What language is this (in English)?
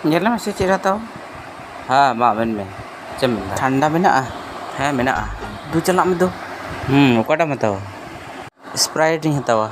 Santali